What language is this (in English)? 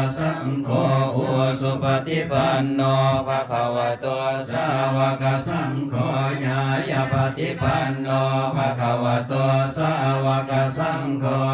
Pali